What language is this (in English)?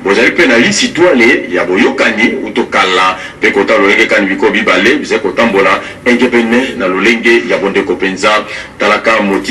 Lingala